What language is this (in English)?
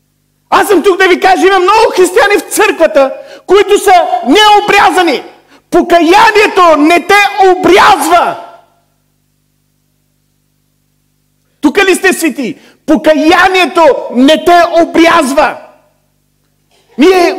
Bulgarian